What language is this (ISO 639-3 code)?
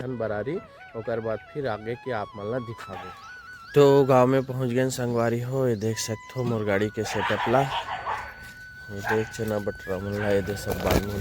hne